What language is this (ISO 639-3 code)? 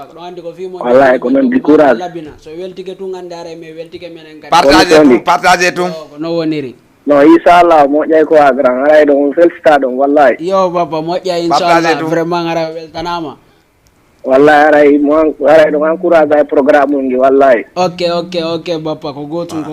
ful